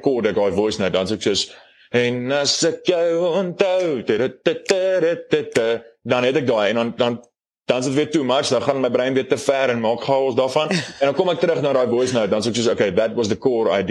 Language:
Afrikaans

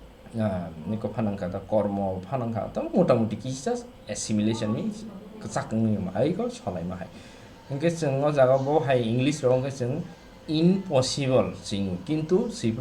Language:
Kok Borok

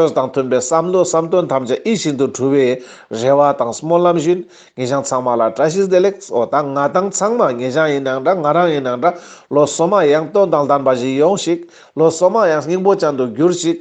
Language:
Ladakhi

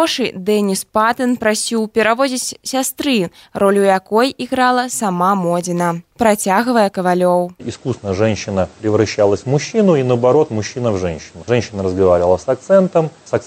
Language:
Belarusian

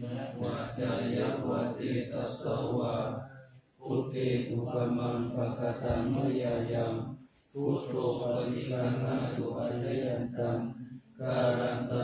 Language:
Pali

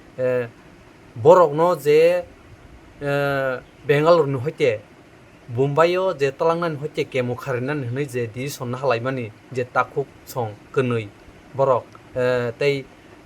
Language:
Kok Borok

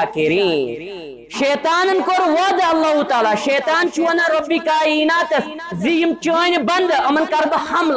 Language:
Kashmiri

